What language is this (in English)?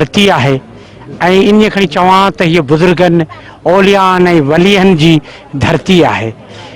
Sindhi